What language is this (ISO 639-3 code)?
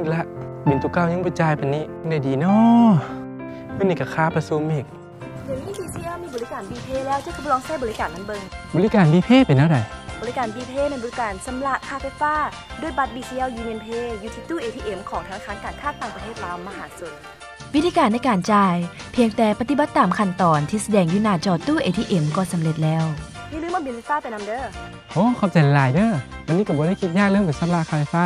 lao